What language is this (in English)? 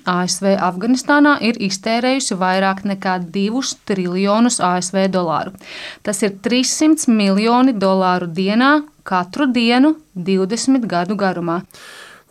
Latvian